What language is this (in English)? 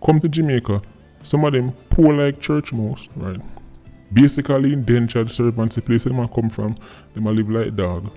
Jamaican Creole English